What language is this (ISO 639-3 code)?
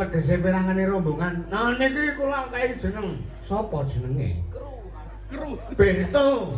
jav